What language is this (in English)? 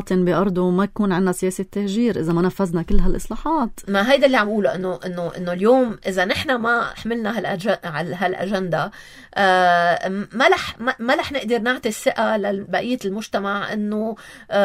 North Levantine Arabic